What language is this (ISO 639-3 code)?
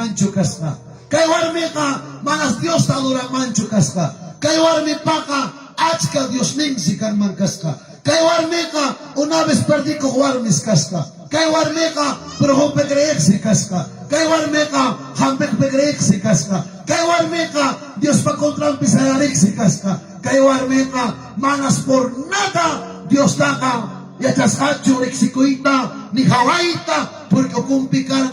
quy